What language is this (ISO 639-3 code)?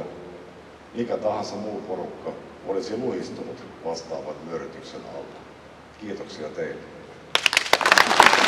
fin